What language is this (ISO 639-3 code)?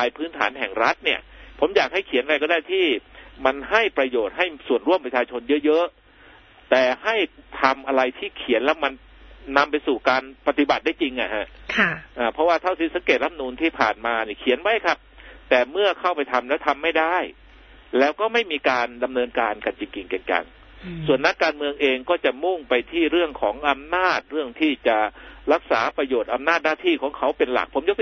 tha